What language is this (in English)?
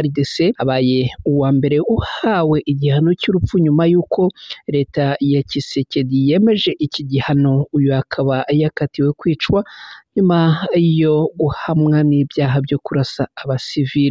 Kinyarwanda